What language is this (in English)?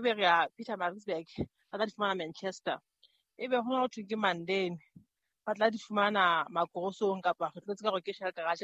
Southern Sotho